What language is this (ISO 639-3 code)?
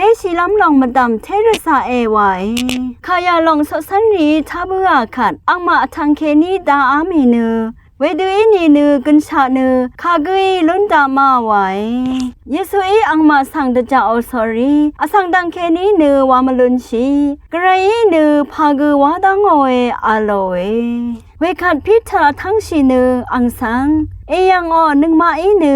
raw